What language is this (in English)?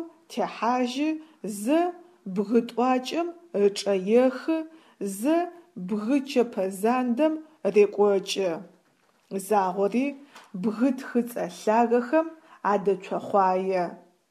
Adyghe